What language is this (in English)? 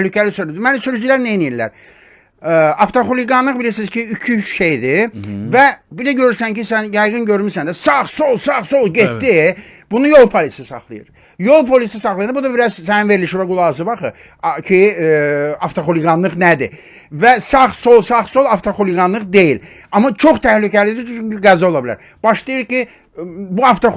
Azerbaijani